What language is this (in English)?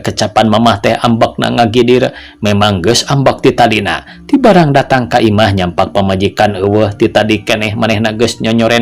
Sundanese